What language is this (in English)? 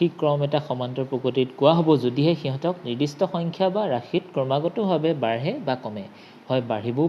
Assamese